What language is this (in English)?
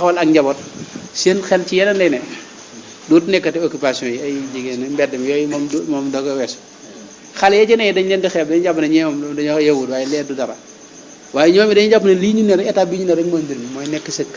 Wolof